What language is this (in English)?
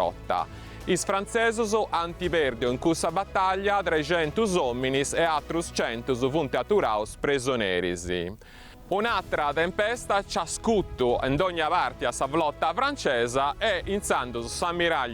Sardinian